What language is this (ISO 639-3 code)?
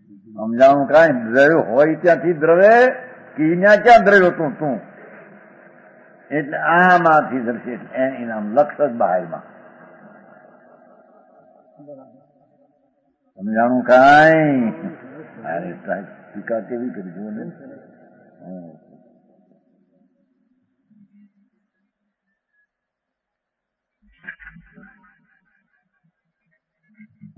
guj